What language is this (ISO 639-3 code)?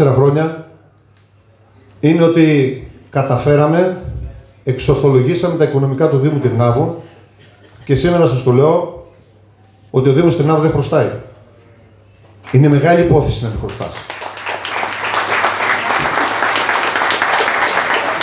ell